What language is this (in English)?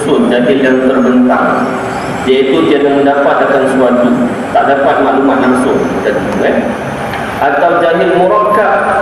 Malay